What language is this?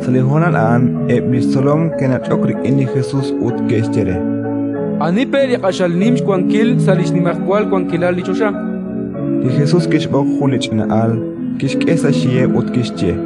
Kekchí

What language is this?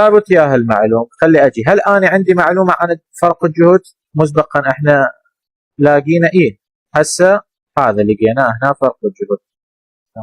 Mesopotamian Arabic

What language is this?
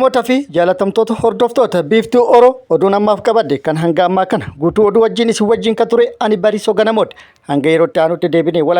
Oromo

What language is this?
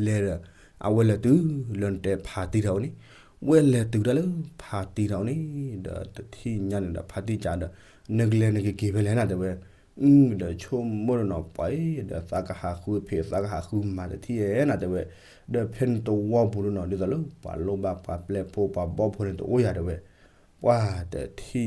S'gaw Karen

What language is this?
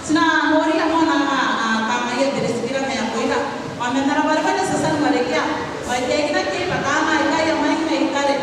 Gilbertese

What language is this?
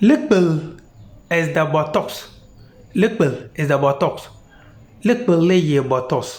Konkomba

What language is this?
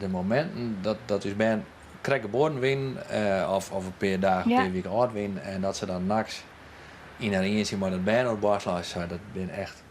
Western Frisian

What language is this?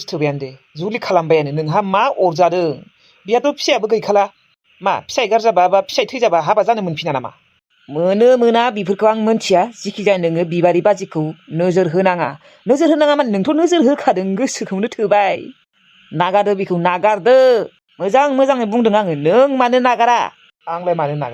Bodo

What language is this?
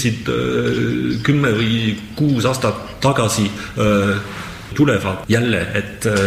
Estonian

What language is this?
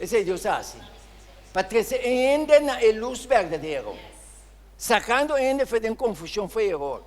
Papiamento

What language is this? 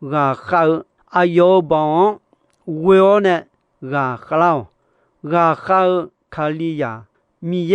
Akha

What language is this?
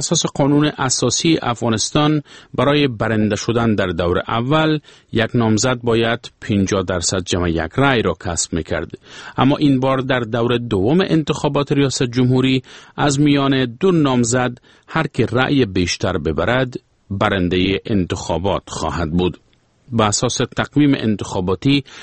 Persian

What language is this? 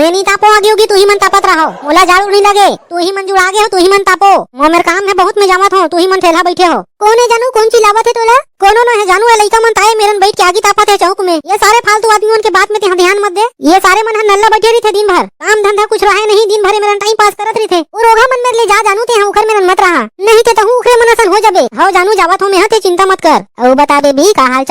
Chhattisgarhi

